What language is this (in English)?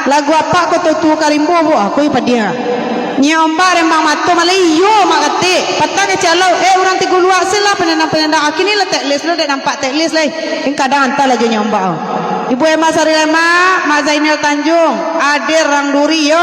Minangkabau